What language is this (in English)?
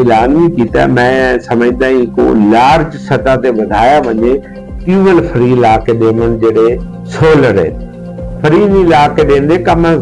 Saraiki